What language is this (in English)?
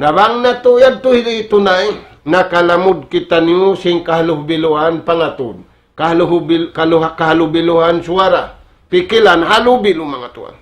Tausug